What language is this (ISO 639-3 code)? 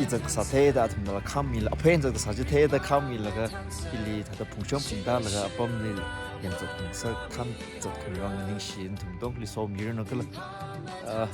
nmf